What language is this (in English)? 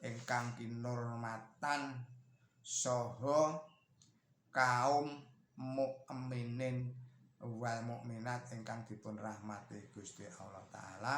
Javanese